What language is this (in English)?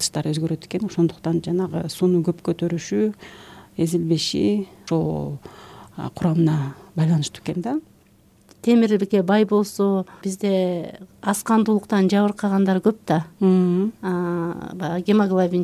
Kyrgyz